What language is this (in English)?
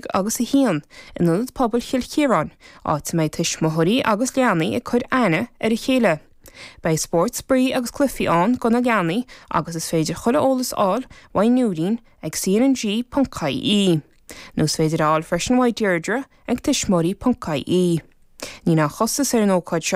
Irish